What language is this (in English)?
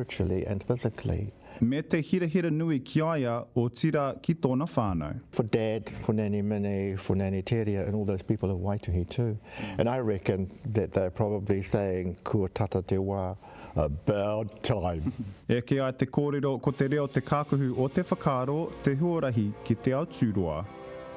Māori